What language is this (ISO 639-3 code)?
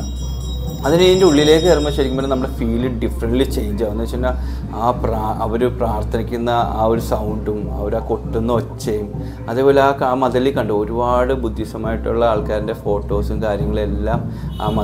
mal